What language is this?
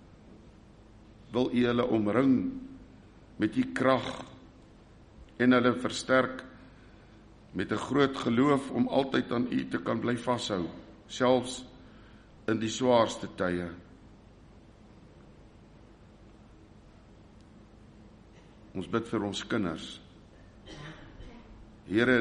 Afrikaans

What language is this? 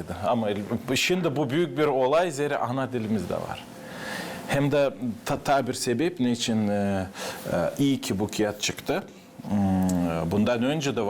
Gagauz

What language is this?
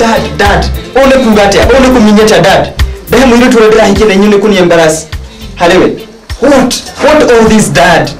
Kikuyu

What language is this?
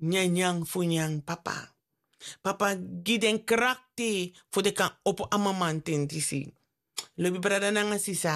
Sranan Tongo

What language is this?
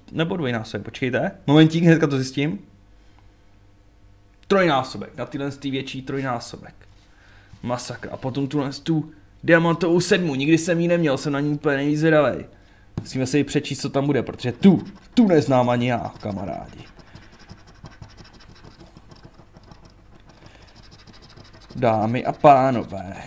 Czech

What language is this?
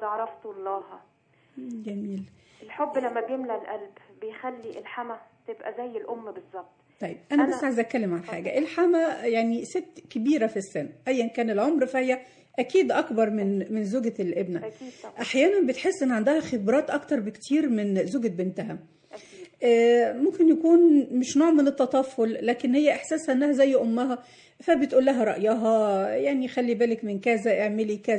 Egyptian Arabic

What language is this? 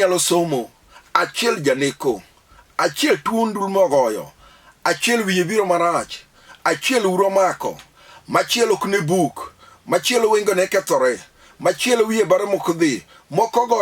Luo (Kenya and Tanzania)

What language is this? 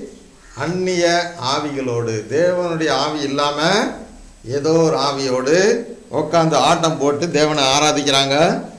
Tamil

